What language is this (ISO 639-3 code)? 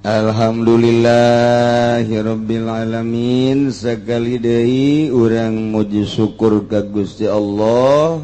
sun